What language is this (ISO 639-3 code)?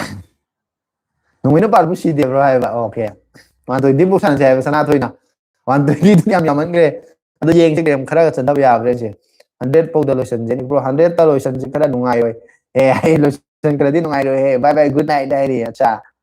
mni